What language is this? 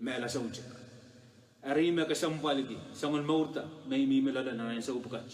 Pohnpeian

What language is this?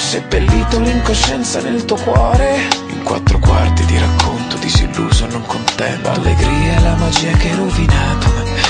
Italian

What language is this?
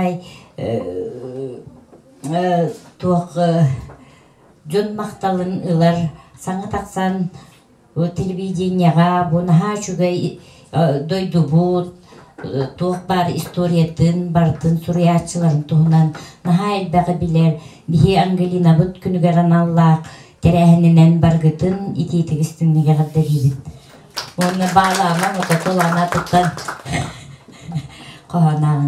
Yakut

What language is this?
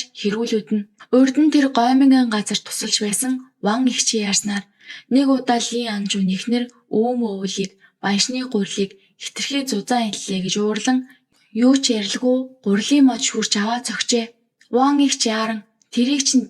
Mongolian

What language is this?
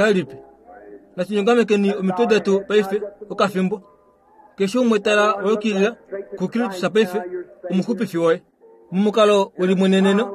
Kuanyama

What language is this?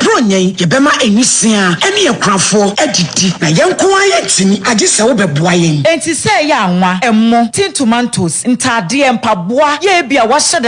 Akan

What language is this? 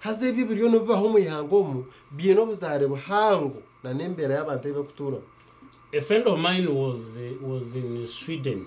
Nyankole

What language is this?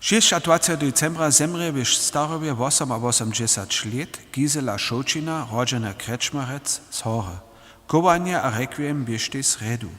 Upper Sorbian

